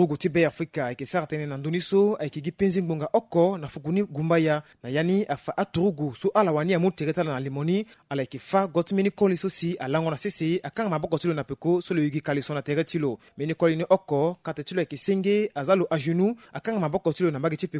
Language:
Sango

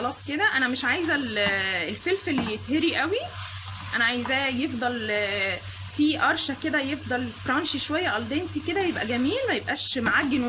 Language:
Egyptian Arabic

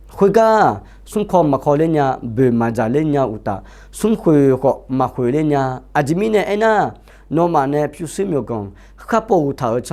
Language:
Akha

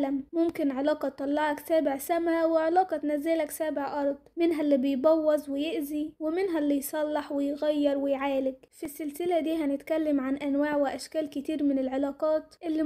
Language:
Egyptian Arabic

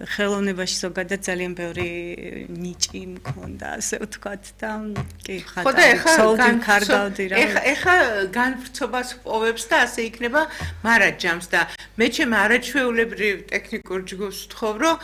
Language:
Georgian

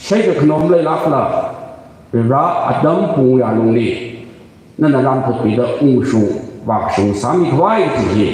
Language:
Tangkhul Naga (India)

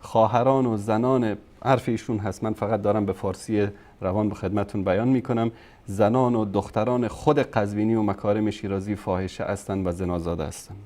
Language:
Persian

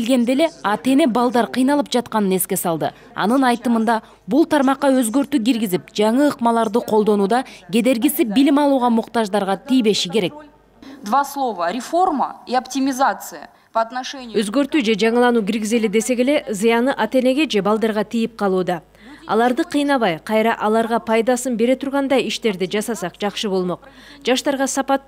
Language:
Kyrgyz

